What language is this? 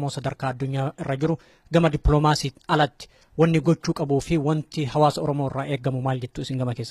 Oromo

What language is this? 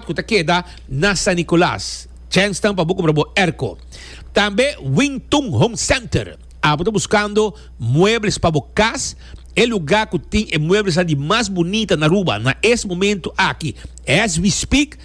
Papiamento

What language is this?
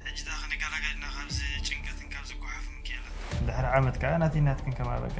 Tigrinya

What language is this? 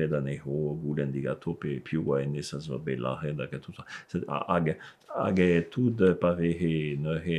Breton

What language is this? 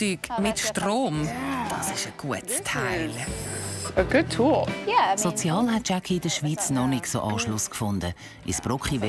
Swiss German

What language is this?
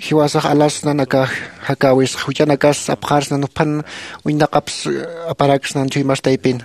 Aymara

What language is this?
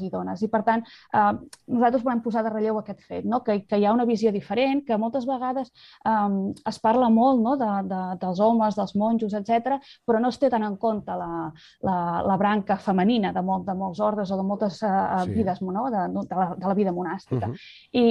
Catalan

